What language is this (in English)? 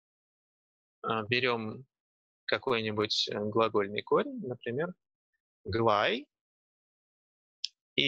Russian